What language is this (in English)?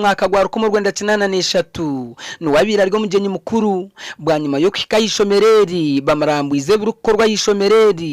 Nyankole